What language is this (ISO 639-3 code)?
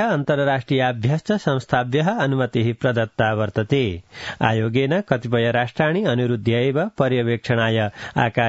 san